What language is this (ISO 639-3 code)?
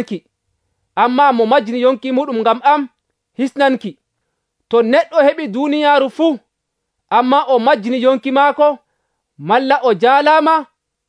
fuv